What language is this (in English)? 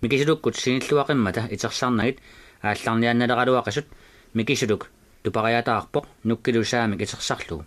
Kalaallisut